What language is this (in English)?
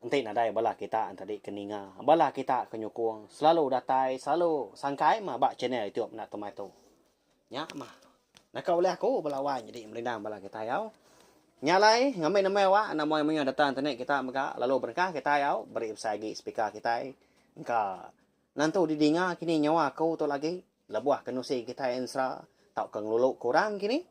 Iban